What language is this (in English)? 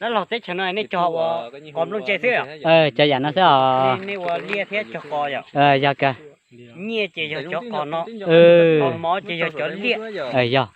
Hmong